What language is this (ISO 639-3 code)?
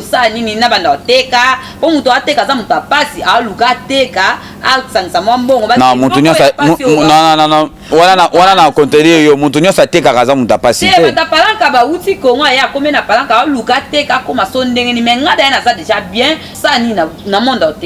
lin